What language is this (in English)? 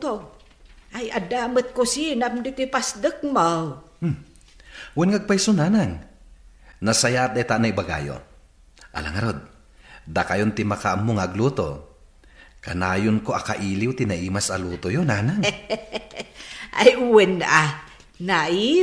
Iloko